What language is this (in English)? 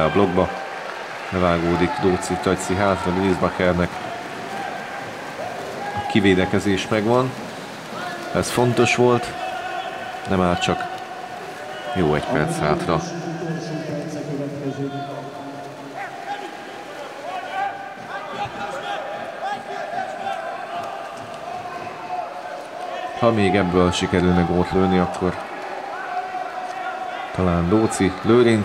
Hungarian